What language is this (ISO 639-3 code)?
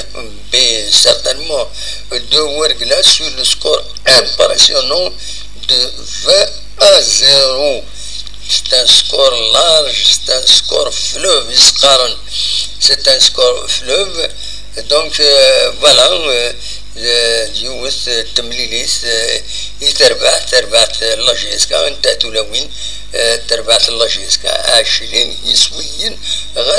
kab